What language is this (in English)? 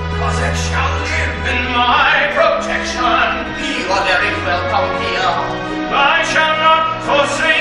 English